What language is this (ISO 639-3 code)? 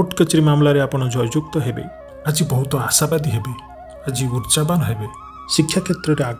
ori